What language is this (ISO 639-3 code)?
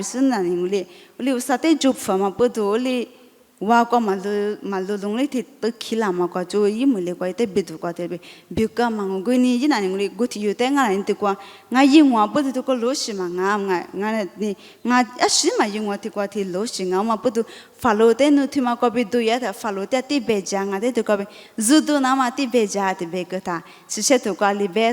lis